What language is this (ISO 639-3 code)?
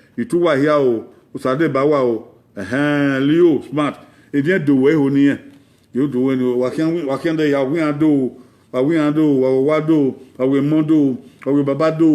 bin